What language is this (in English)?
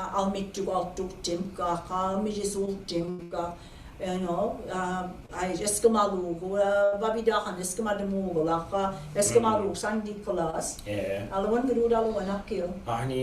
Mi'kmaw